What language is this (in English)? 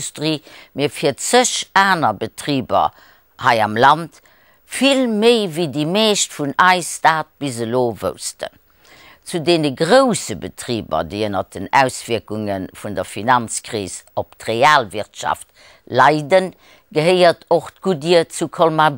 Luxembourgish